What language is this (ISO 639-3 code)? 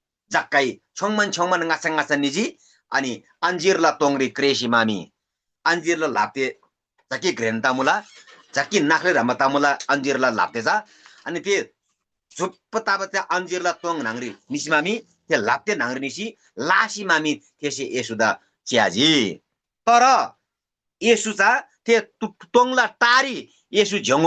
taj